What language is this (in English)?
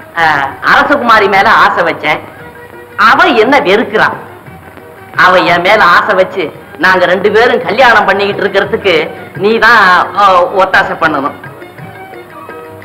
Tamil